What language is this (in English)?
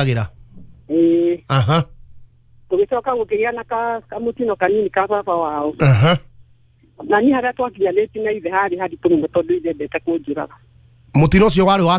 Kikuyu